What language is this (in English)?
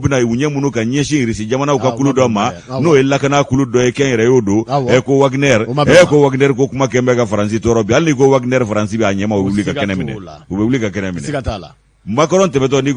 Bambara